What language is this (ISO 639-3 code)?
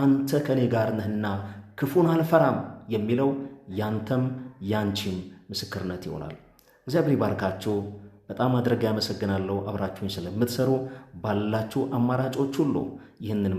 amh